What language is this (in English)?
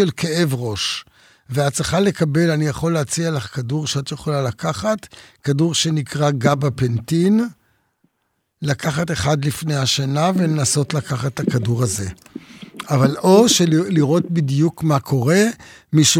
Hebrew